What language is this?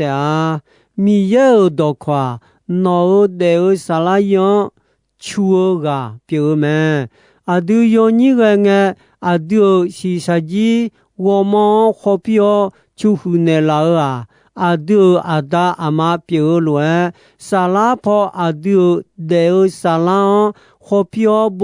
Akha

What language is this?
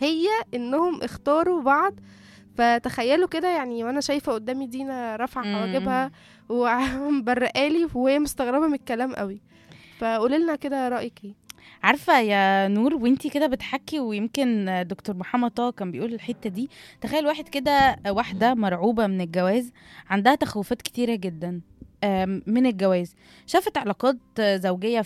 Egyptian Arabic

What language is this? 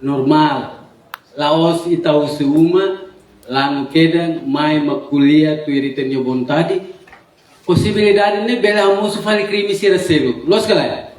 Tetum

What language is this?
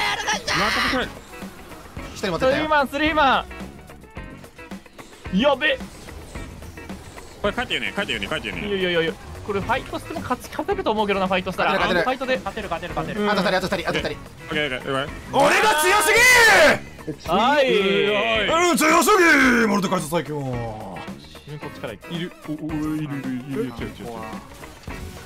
Japanese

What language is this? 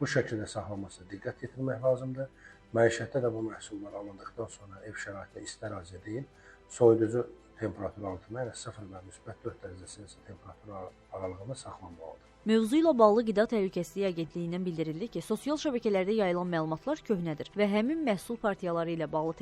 Azerbaijani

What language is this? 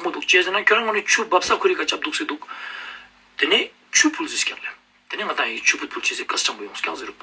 Ladakhi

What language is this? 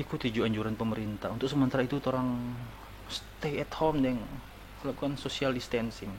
Manado Malay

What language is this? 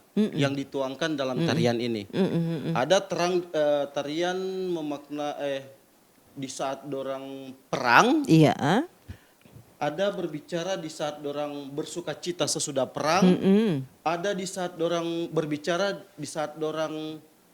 Manado Malay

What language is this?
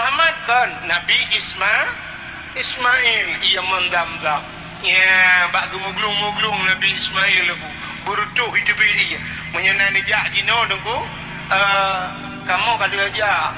Achinese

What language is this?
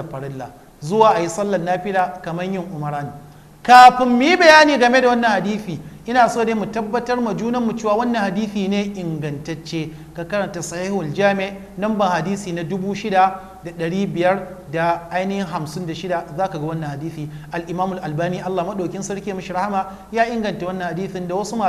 Hausa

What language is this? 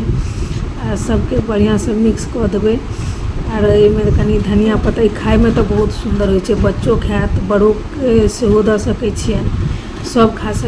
Maithili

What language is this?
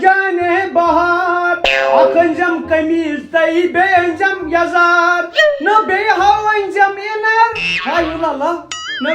Kashmiri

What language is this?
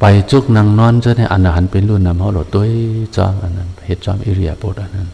Shan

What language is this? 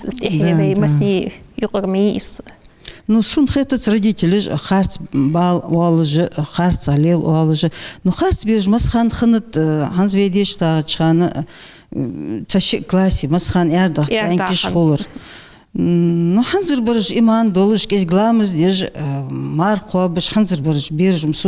Ingush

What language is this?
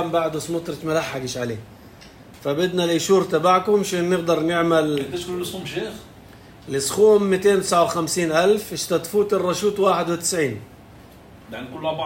North Levantine Arabic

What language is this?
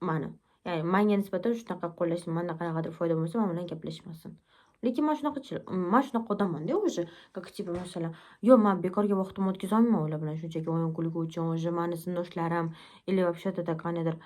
Uzbek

